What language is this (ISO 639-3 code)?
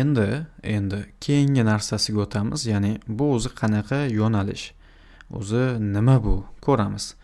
uzb